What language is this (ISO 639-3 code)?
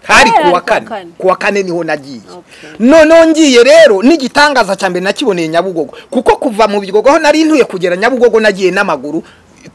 kin